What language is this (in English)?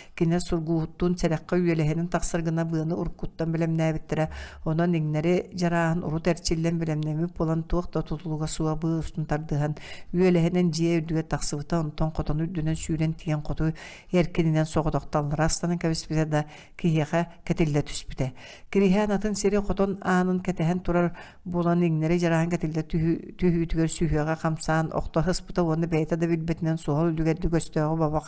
Yakut